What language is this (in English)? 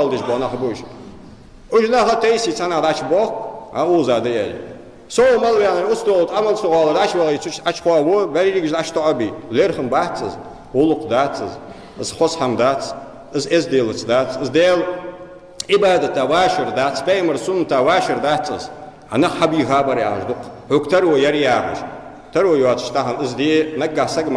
Ingush